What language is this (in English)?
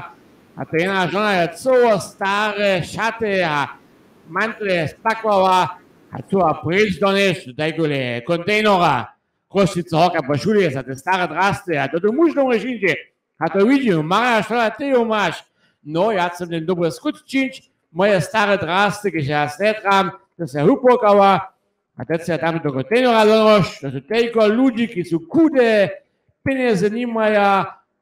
Upper Sorbian